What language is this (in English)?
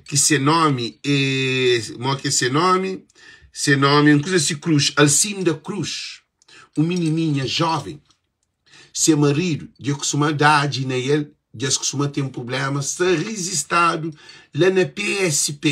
Kabuverdianu